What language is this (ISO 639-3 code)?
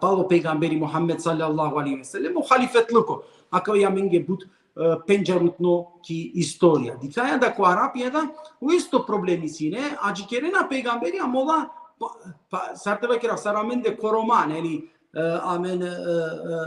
rmn